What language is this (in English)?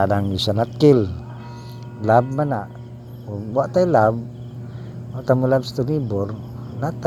Cebuano